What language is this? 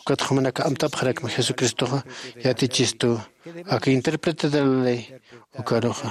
Aymara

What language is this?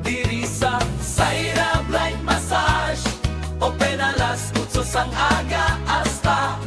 Hiligaynon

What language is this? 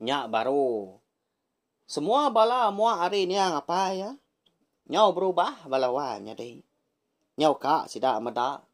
Iban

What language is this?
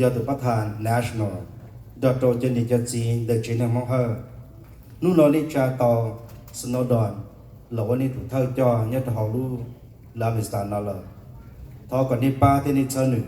Hmong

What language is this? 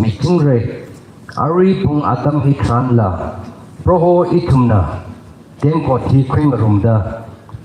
Tangkhul Naga (India)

